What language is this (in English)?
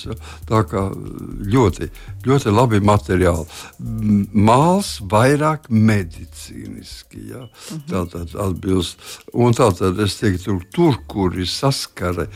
Latvian